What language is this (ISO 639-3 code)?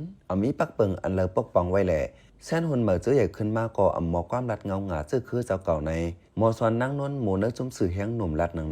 shn